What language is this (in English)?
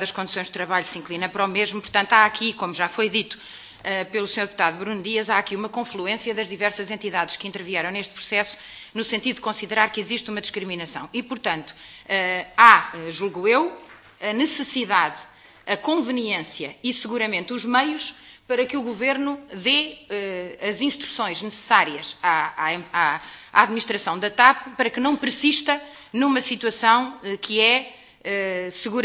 Portuguese